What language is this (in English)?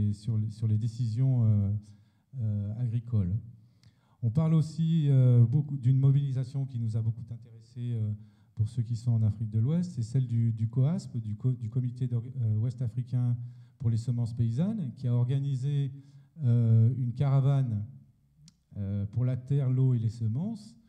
French